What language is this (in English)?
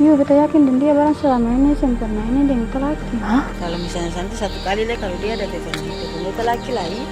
Ambonese Malay